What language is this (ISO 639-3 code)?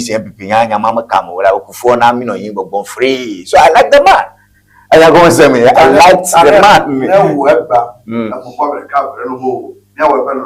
ewe